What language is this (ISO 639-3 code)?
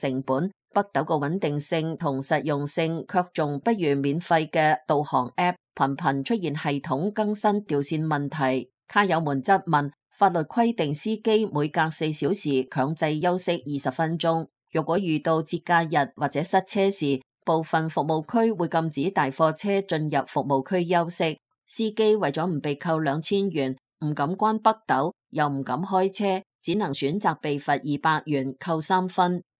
yue